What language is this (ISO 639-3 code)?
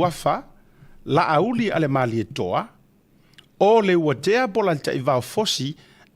smo